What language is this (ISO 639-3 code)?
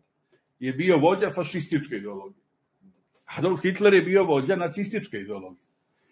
srp